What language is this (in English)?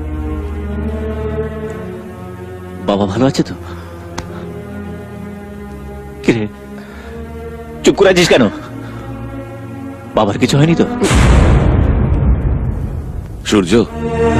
Bangla